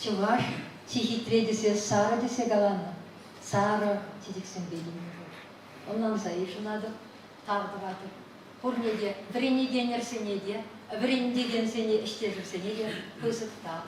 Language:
Chuvash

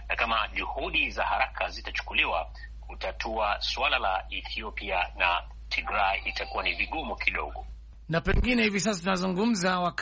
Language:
Swahili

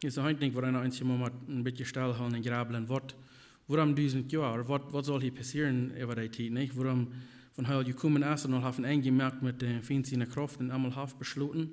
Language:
Plautdietsch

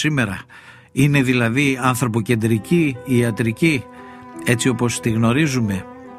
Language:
Greek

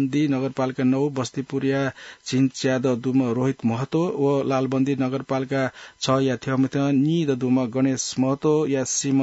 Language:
Newari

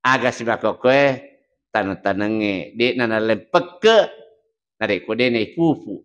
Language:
Buginese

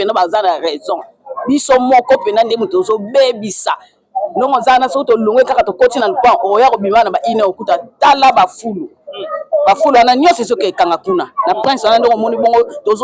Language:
Lingala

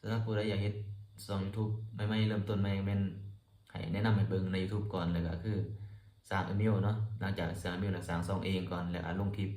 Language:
Lao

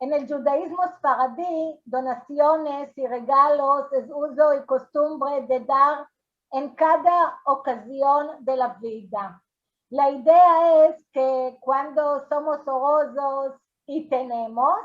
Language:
Ladino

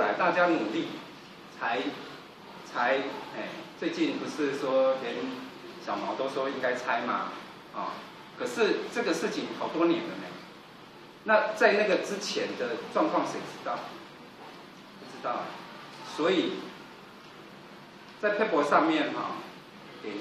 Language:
Chinese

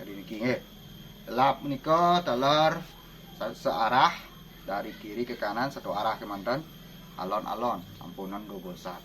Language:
Balinese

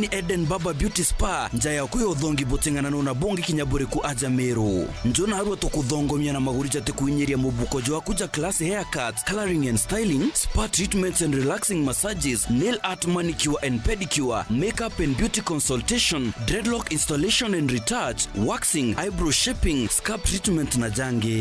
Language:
Meru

